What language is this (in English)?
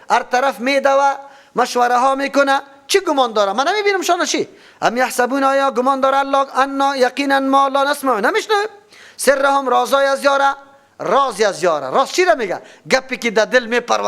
Persian